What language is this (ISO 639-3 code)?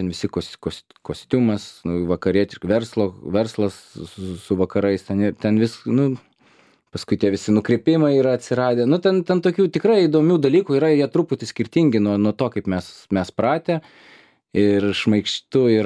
lit